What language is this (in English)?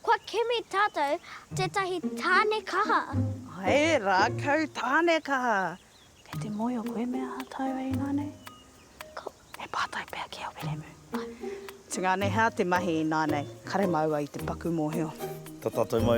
Māori